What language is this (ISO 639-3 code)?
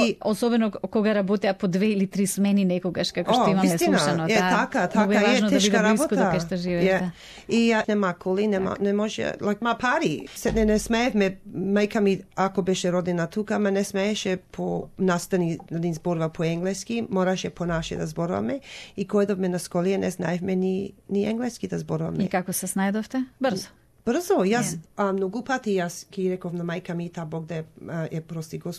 mkd